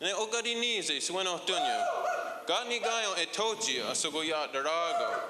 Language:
Mohawk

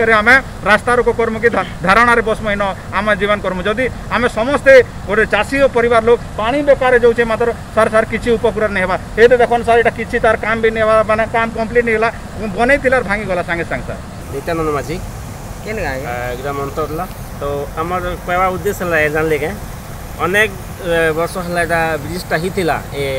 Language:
Odia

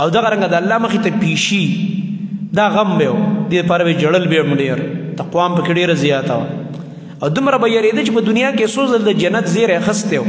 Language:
Pashto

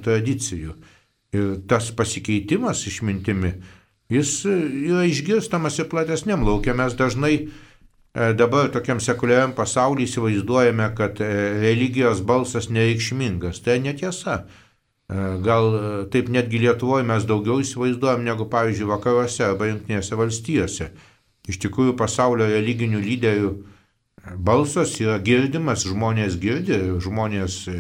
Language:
Lithuanian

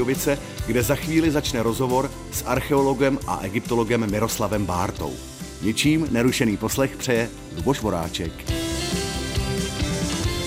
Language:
Czech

